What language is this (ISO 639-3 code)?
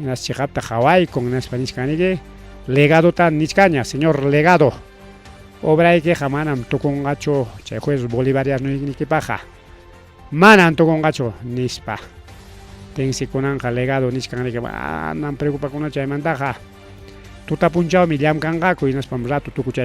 quy